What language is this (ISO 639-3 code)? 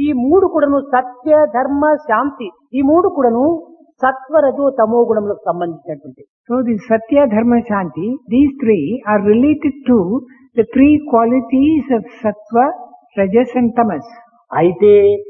tel